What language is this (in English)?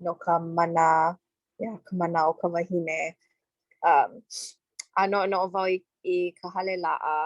Hawaiian